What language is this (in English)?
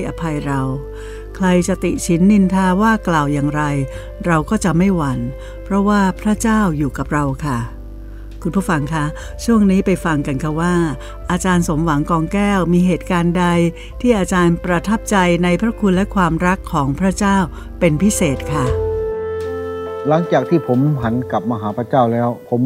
Thai